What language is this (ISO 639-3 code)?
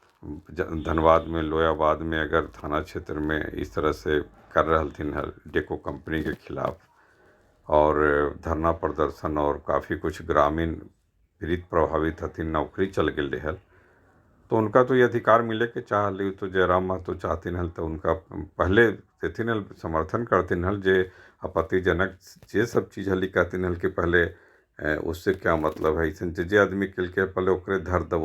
mag